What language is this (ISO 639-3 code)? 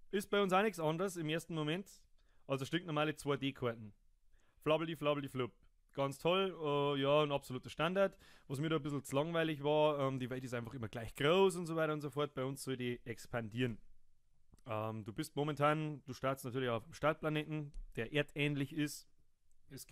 bar